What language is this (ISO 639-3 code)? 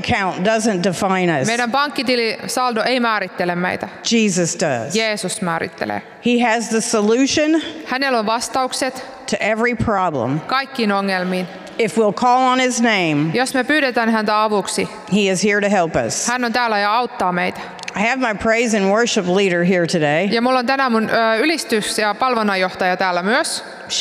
fin